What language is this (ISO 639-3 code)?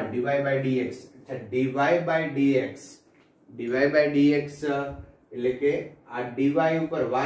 guj